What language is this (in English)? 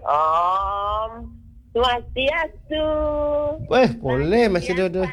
Balinese